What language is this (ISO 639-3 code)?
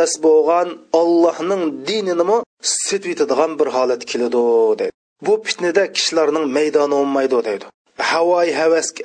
uig